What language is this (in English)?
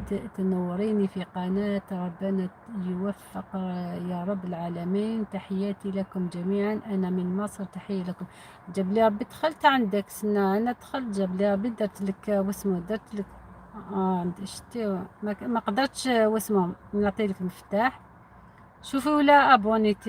Algerian Arabic